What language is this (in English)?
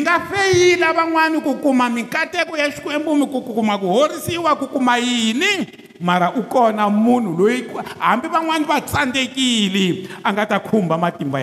Tsonga